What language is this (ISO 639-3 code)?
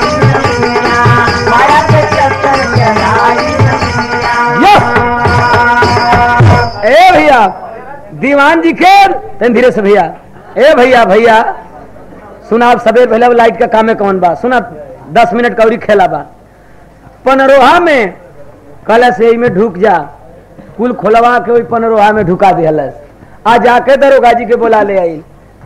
bho